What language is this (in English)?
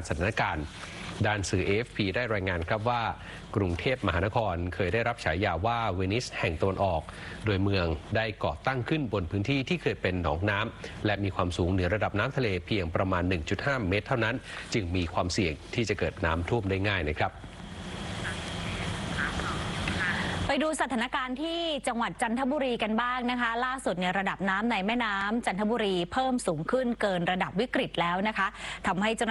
Thai